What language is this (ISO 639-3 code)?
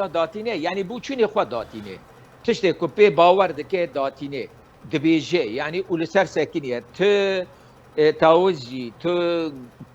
kur